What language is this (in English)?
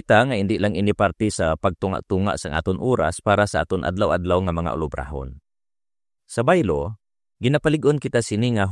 Hiligaynon